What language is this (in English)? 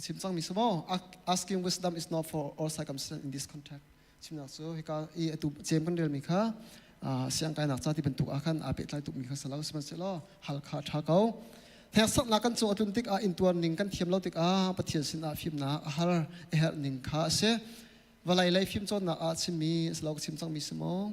Hakha Chin